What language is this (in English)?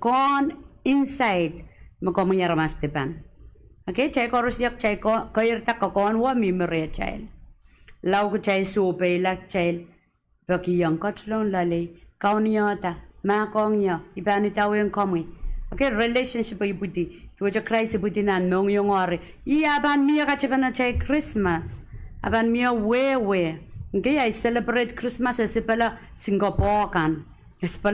Pohnpeian